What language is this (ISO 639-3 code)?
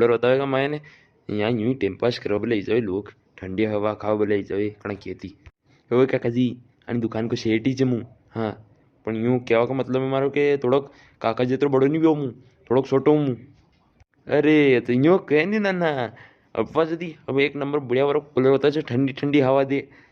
raj